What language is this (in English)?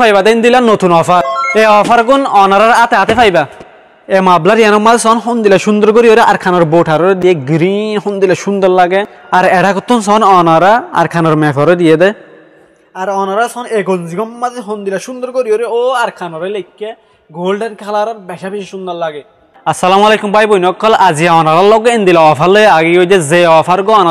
Rohingya